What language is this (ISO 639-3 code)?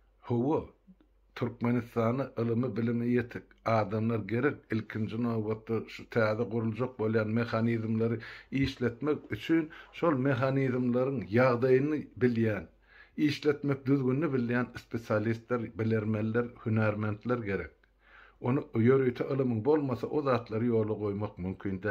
tuk